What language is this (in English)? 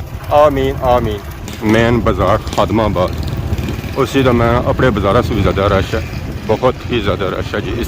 Pahari-Potwari